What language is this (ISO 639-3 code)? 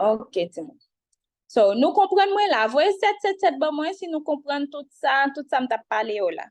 hat